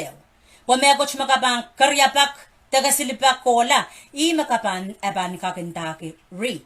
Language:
Pohnpeian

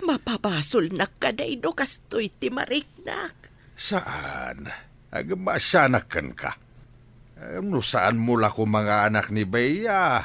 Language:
Iloko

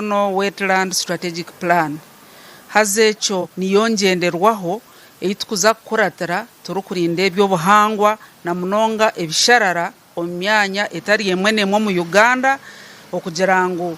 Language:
Nyankole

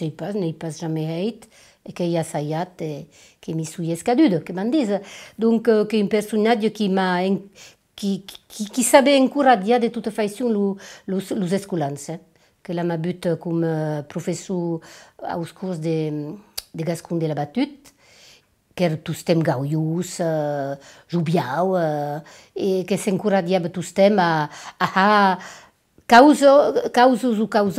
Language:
Occitan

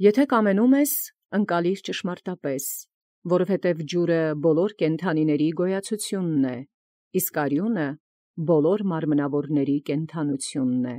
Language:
Armenian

